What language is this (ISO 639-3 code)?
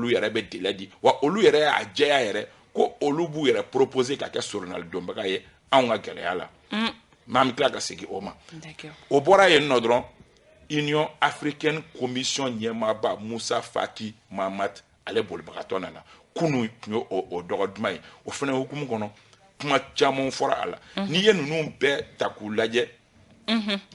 bam